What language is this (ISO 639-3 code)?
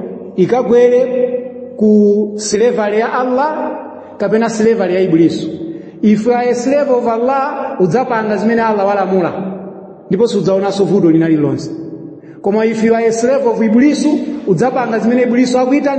nya